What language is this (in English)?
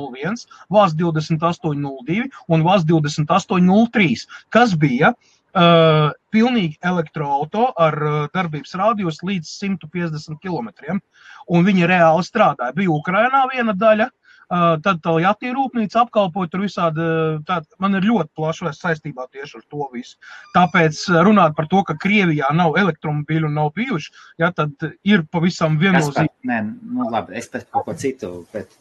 Latvian